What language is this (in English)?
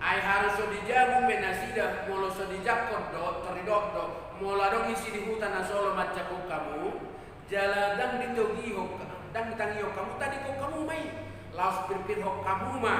Batak Toba